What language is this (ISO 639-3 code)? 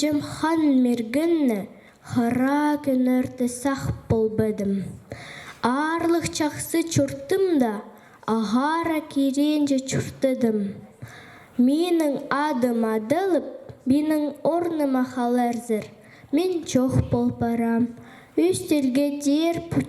kjh